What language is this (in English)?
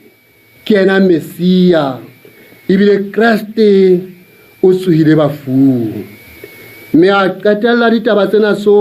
Southern Sotho